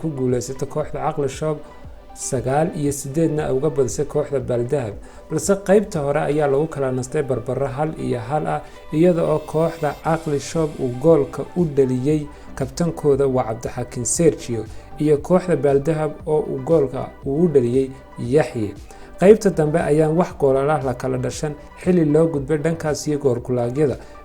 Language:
Somali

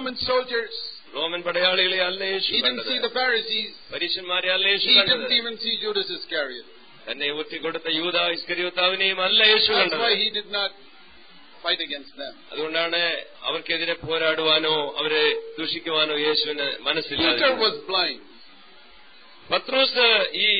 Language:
Malayalam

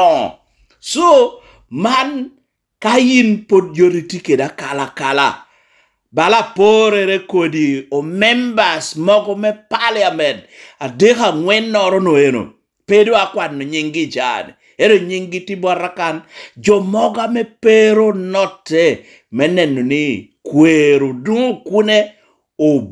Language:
Lango (Uganda)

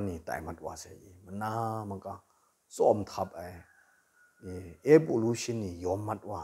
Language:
Kachin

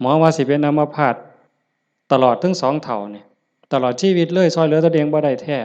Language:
Northeastern Thai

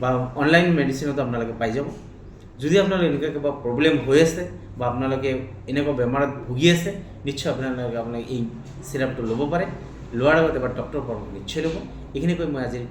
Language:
Assamese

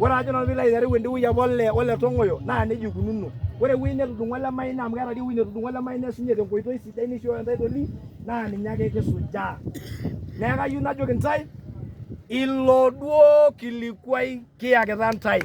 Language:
Masai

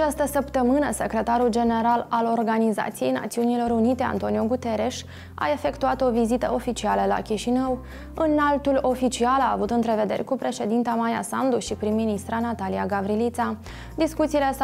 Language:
Romanian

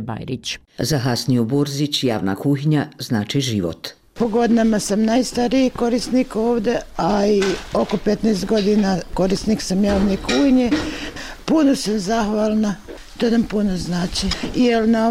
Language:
Bosnian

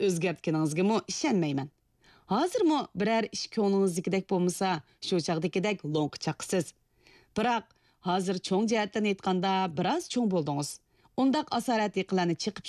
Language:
Uyghur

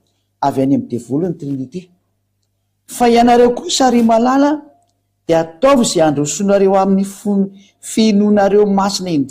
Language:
Malagasy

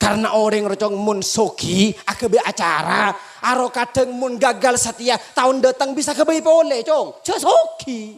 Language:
Madurese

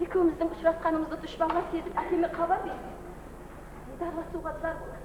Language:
Kara-Kalpak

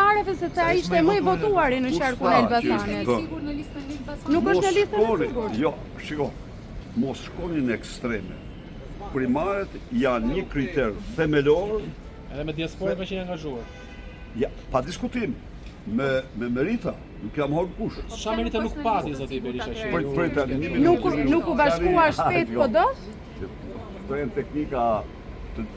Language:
Albanian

